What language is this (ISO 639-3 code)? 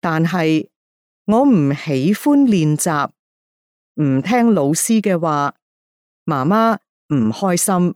yue